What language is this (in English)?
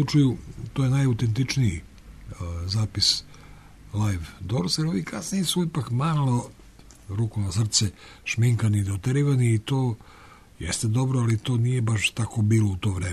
Serbian